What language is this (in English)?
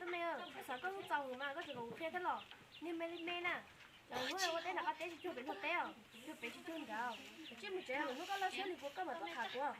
Hmong